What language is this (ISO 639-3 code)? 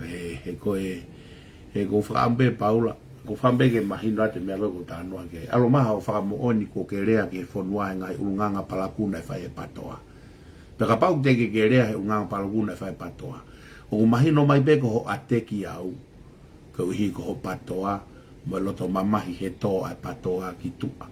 ton